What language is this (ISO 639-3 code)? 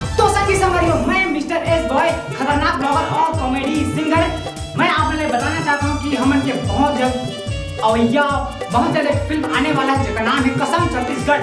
hne